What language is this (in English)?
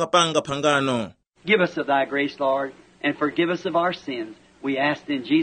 Tumbuka